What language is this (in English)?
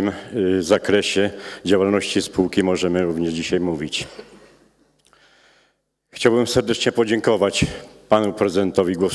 Polish